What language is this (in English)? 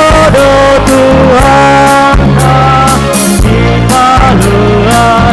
Batak Simalungun